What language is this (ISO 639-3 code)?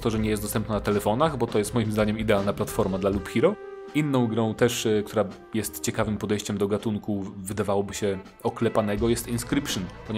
pol